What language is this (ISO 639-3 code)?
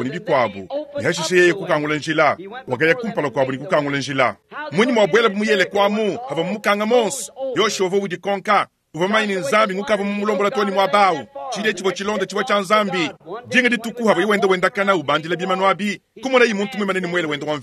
lua